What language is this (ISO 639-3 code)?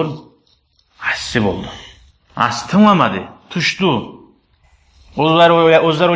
kum